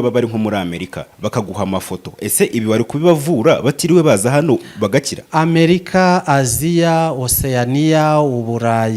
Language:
Kinyarwanda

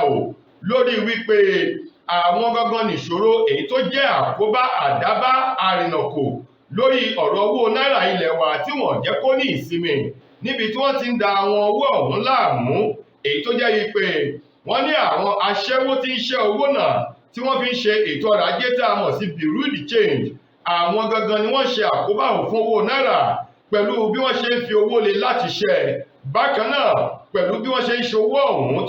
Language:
Yoruba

